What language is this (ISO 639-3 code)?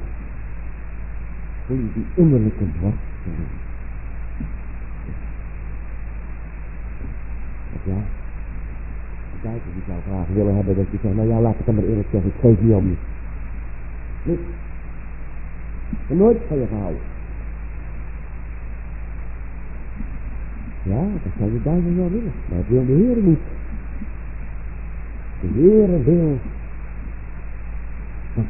nld